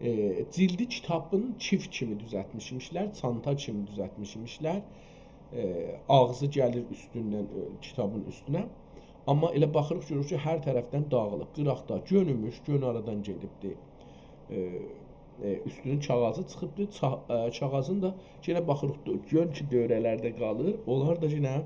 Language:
South Azerbaijani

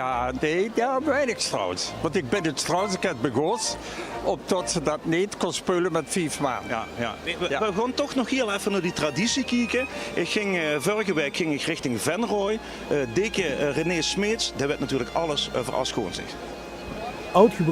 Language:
Limburgish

